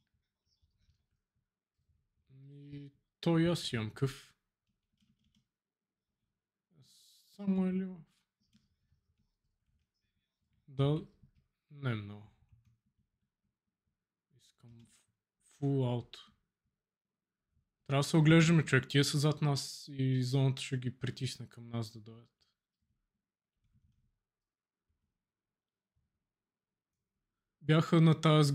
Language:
Bulgarian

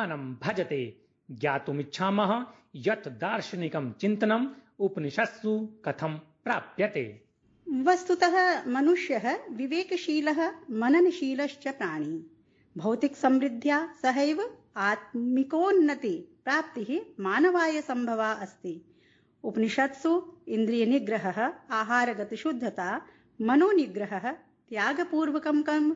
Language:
Sanskrit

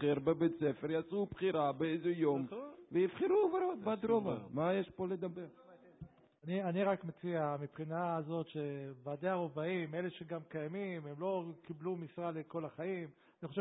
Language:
Hebrew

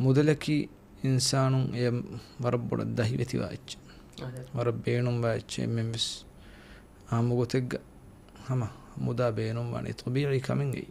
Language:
Divehi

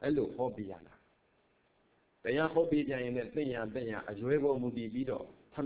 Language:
Burmese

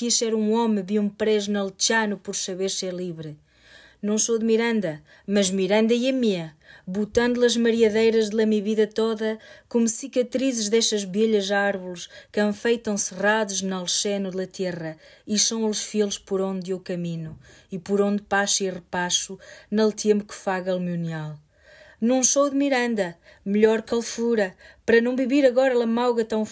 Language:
Mirandese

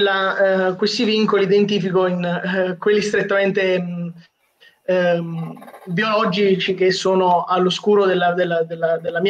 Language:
Italian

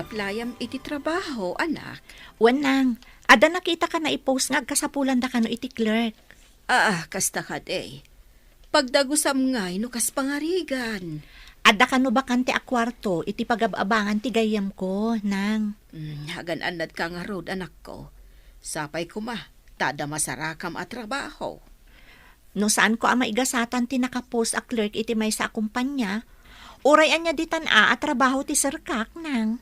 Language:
Iloko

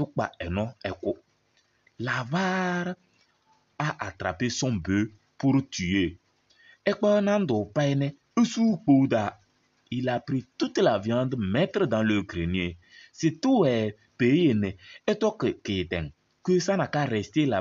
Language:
Kabiyè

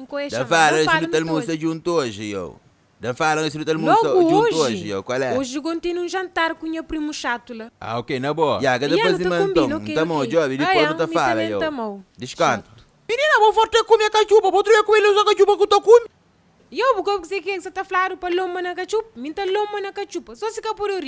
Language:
Kabuverdianu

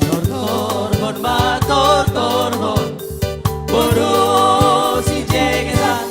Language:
Batak Simalungun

